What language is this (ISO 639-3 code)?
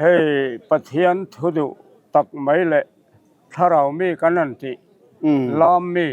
lus